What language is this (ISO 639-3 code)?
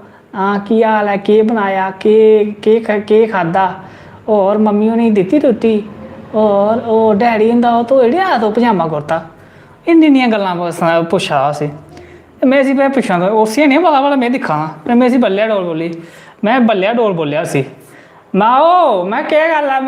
doi